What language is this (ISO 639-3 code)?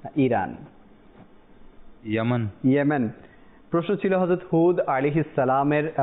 ben